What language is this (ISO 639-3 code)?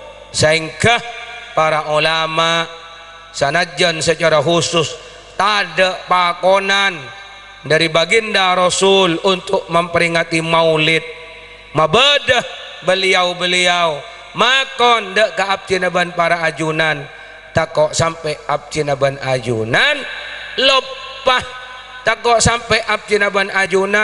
mad